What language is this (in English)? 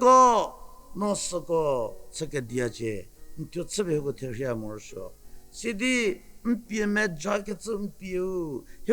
Angami Naga